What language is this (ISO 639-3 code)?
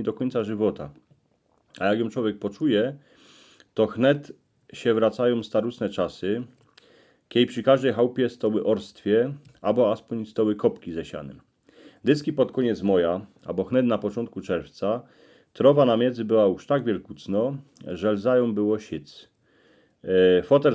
szl